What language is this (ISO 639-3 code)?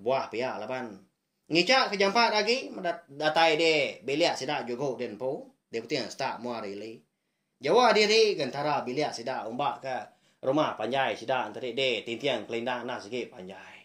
iba